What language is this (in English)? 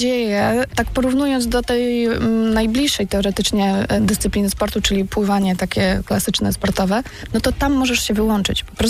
Polish